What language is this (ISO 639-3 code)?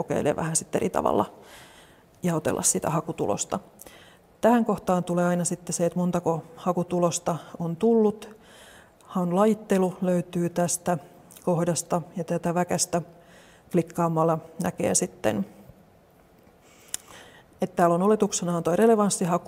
fin